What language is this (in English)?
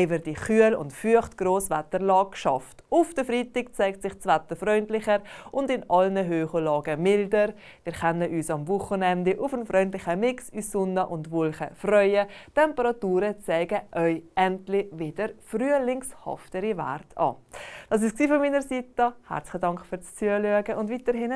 Swiss German